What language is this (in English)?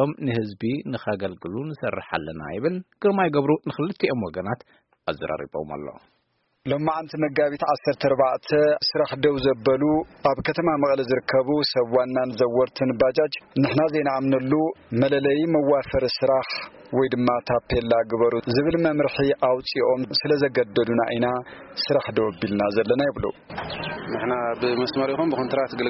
Tigrinya